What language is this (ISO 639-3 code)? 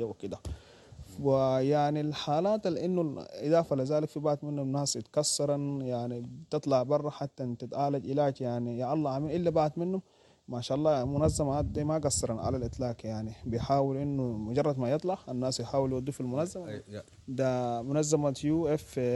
apd